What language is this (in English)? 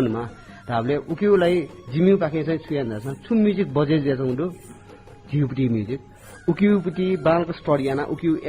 Newari